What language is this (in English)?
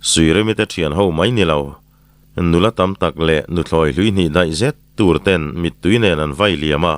Mizo